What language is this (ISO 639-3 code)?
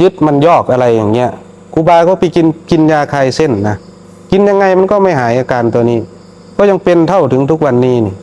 tts